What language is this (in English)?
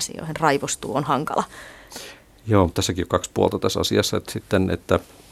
Finnish